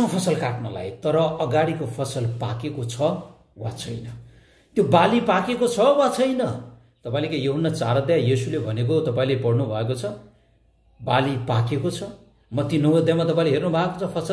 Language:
Nepali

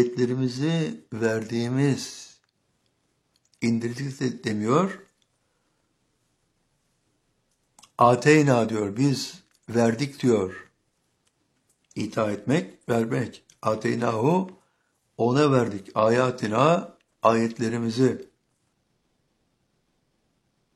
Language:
Turkish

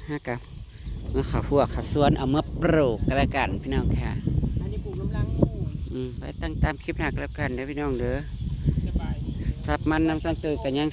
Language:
Northeastern Thai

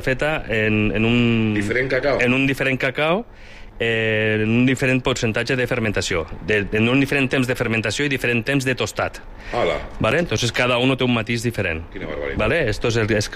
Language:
Catalan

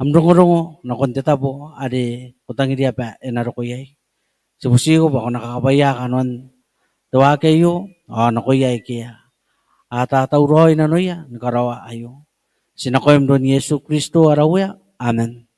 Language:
Gilbertese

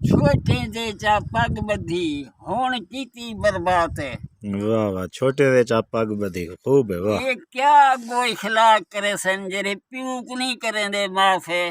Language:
Saraiki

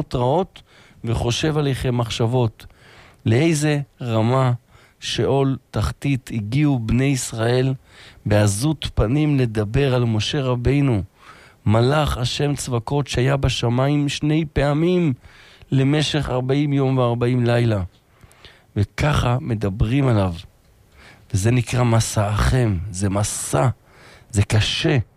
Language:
Hebrew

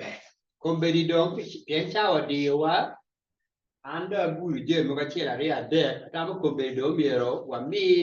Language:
Acoli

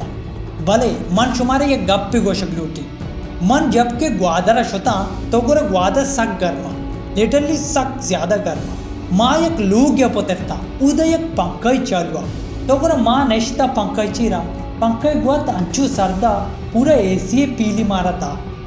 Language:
Baluchi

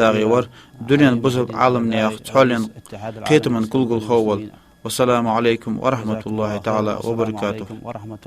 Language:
Ingush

